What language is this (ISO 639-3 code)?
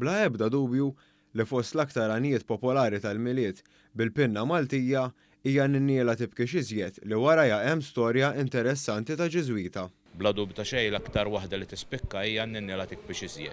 mlt